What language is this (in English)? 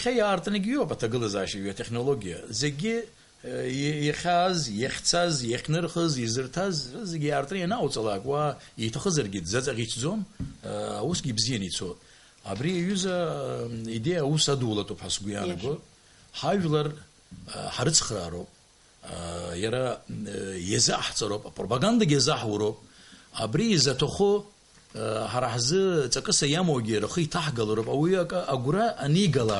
Abkhazian